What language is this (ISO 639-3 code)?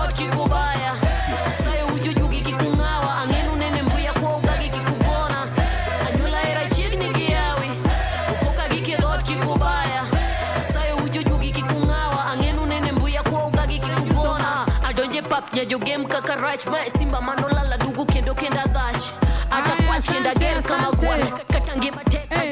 luo